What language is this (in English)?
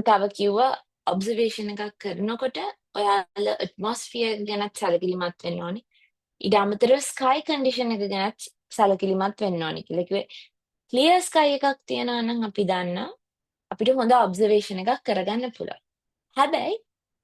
Sinhala